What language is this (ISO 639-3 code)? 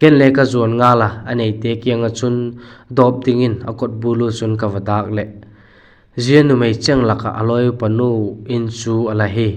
vap